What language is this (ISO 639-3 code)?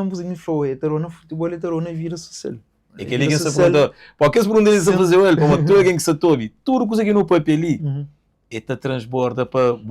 kea